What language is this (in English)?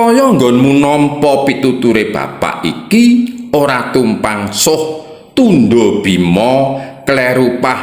Javanese